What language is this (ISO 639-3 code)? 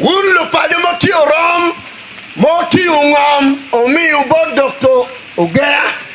ach